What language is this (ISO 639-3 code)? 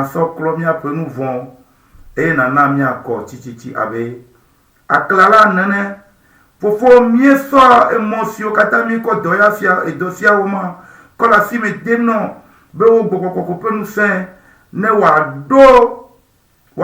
ewe